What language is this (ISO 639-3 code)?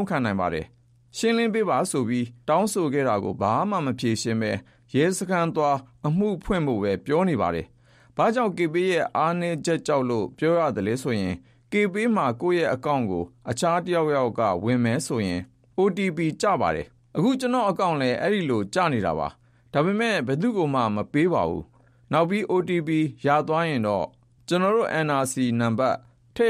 mya